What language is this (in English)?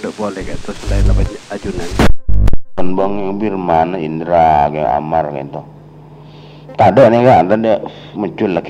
Madurese